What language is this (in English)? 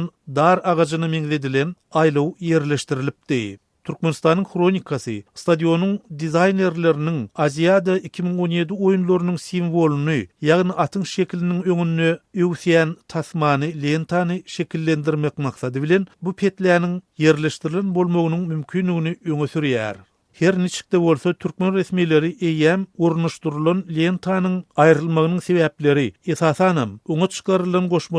Turkmen